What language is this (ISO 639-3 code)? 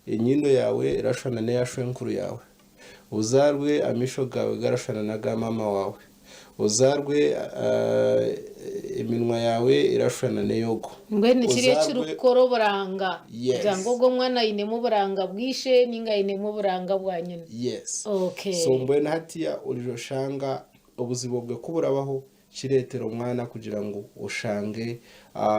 nyn